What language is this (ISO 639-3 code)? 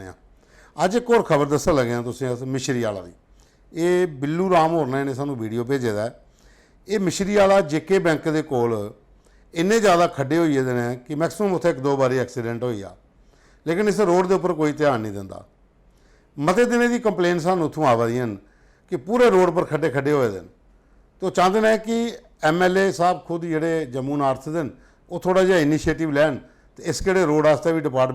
doi